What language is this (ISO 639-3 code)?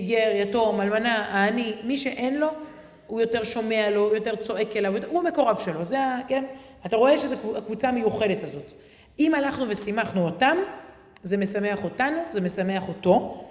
heb